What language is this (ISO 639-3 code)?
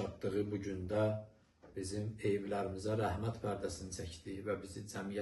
aze